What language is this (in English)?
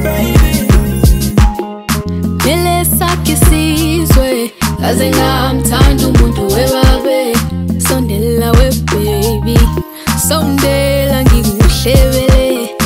Zulu